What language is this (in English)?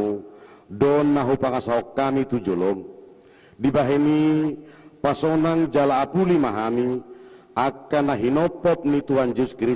Batak Toba